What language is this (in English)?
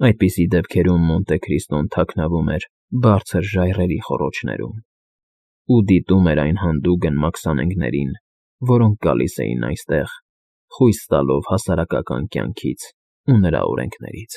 Armenian